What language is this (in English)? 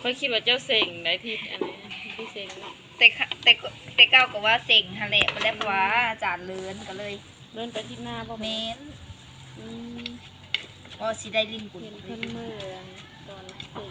Northeastern Thai